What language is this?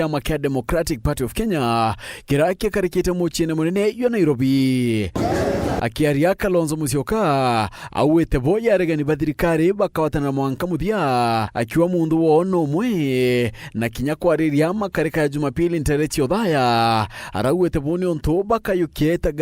Meru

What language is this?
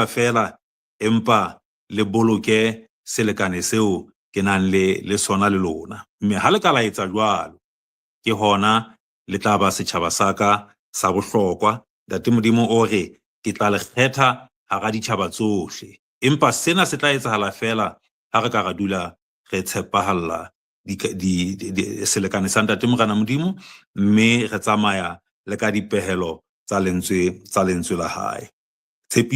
Southern Sotho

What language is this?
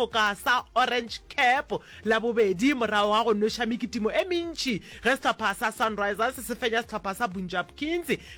Northern Sotho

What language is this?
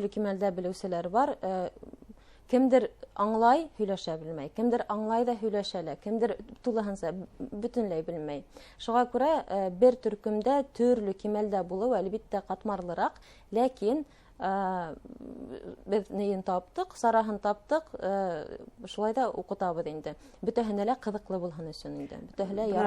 Bashkir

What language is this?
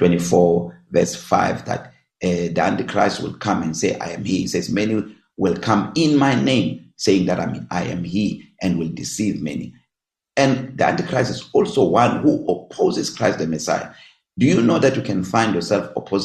English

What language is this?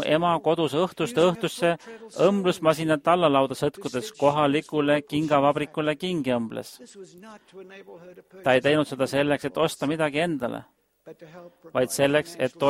Estonian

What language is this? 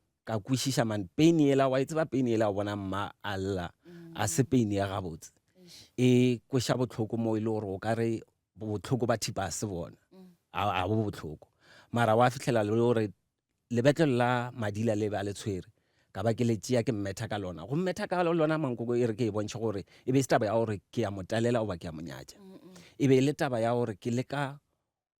Northern Sotho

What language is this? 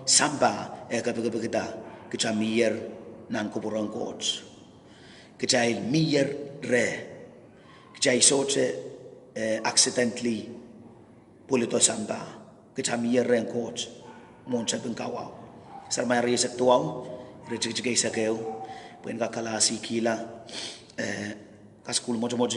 Pohnpeian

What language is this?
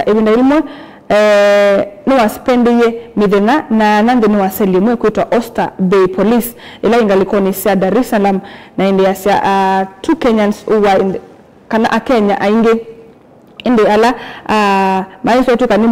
Kamba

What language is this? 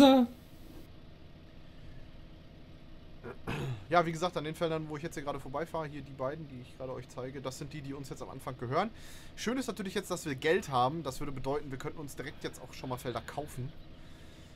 German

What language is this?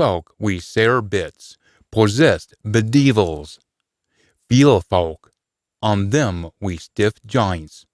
Scots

